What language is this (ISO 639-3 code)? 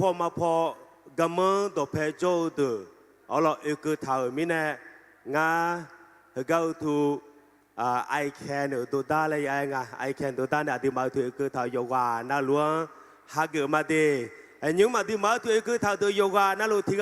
ahk